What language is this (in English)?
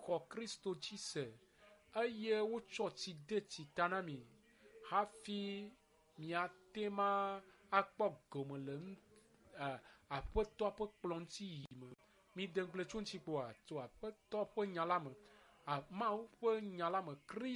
Ewe